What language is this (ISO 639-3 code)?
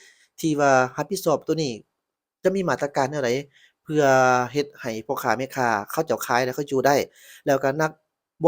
lao